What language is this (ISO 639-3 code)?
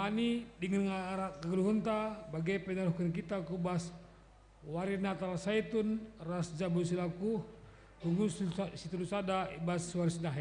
btx